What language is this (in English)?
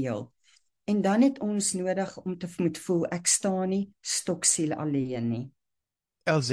Afrikaans